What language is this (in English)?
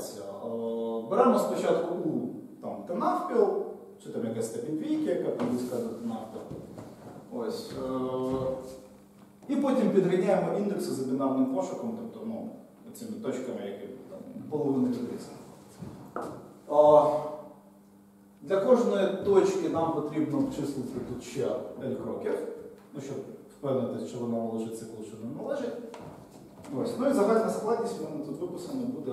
Ukrainian